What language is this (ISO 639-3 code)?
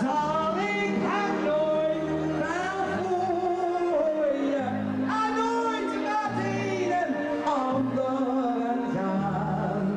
lim